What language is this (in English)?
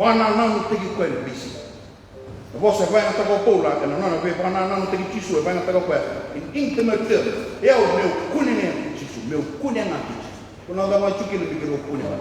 Fijian